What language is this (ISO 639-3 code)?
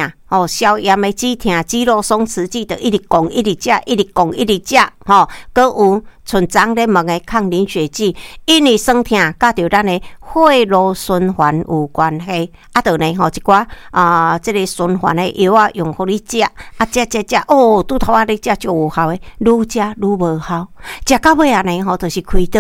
nan